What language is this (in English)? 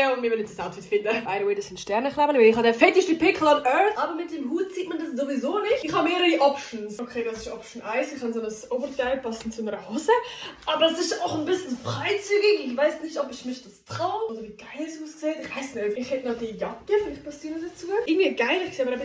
Swiss German